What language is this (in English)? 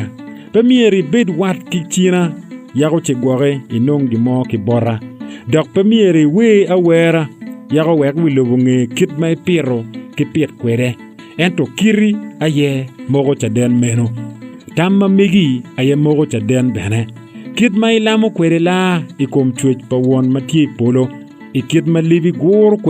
Acoli